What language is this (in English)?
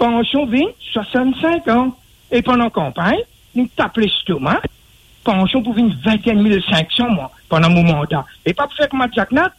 Morisyen